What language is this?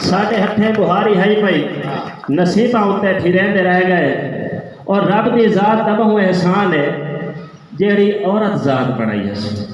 Saraiki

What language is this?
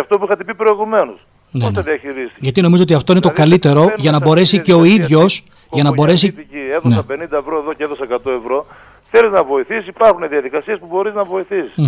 Greek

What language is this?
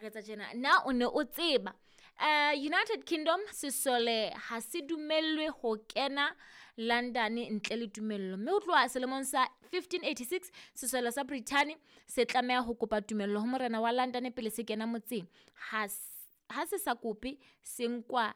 Southern Sotho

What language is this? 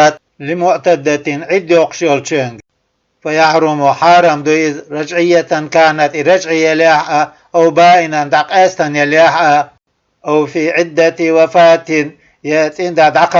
Chechen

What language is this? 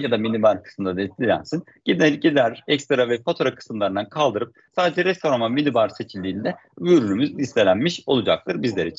Turkish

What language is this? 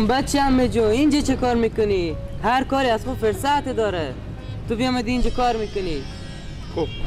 Persian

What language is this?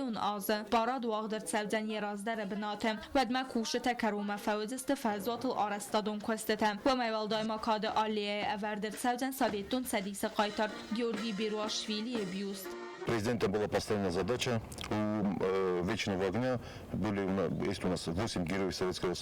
Ossetic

